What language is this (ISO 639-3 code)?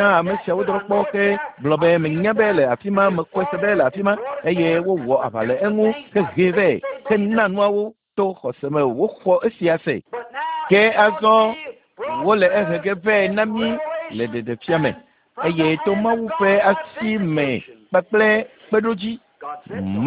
ewe